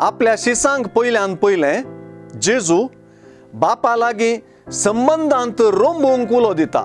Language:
Konkani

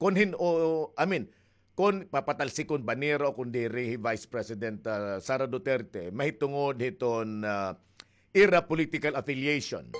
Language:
Waray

